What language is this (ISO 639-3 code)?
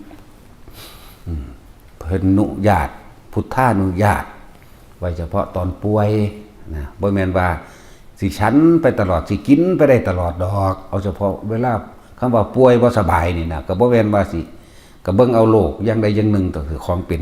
tts